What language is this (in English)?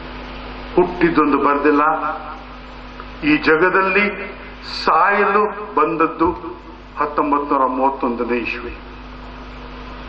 Kannada